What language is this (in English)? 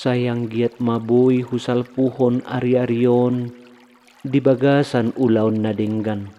Batak Toba